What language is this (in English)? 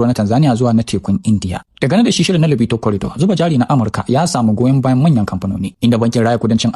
Hausa